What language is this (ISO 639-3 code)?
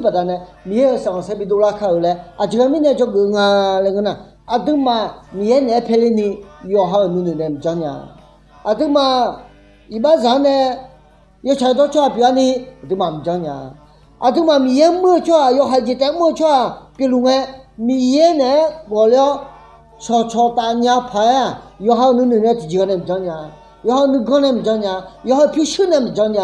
ahk